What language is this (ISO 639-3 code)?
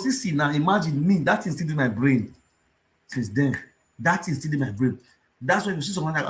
pcm